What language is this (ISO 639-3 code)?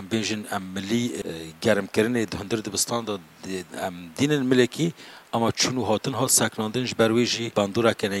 kur